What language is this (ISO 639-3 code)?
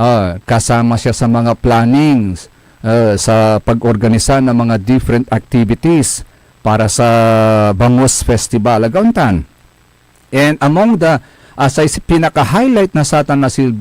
pag